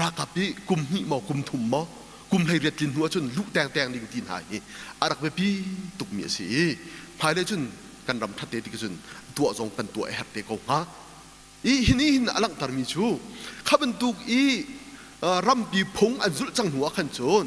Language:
Hakha Chin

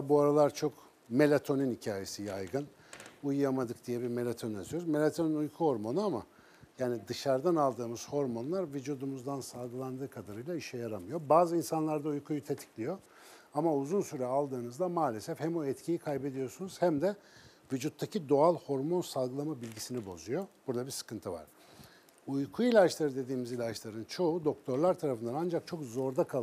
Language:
Turkish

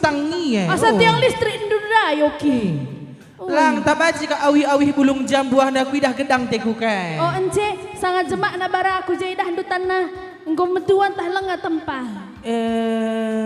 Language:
Batak Karo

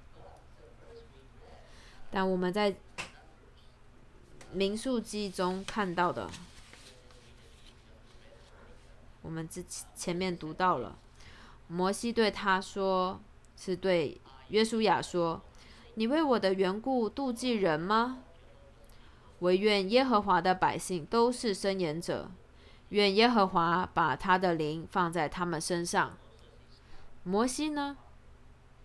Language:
Chinese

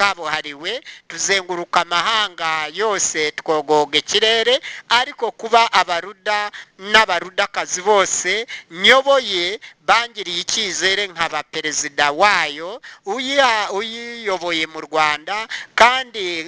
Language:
Kinyarwanda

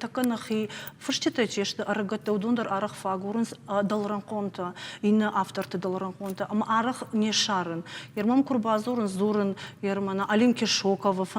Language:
Ossetic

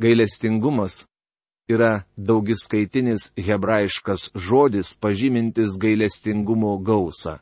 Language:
Lithuanian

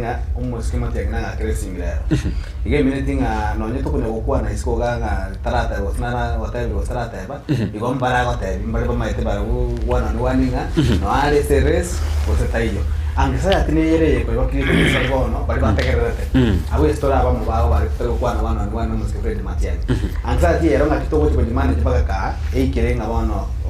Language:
Gusii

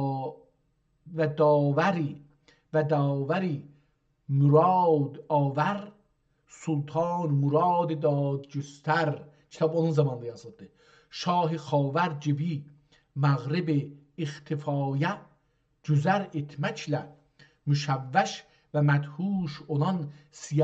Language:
South Azerbaijani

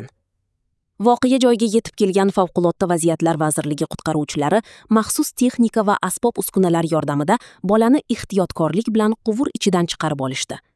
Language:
Uzbek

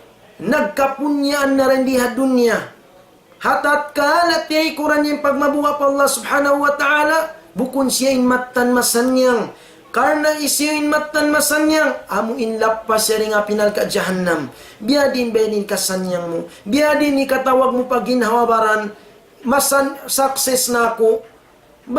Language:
Tausug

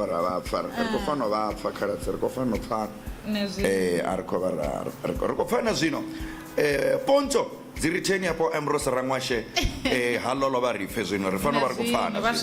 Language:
Venda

